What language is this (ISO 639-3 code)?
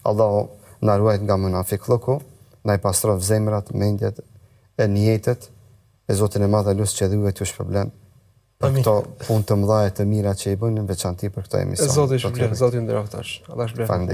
sqi